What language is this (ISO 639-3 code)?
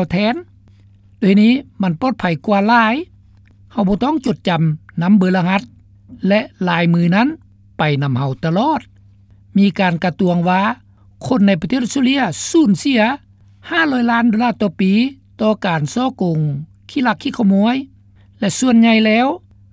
lao